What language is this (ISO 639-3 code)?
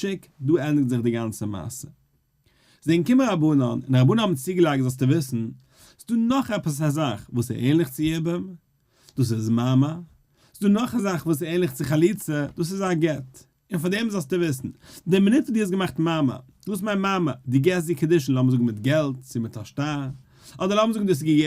yid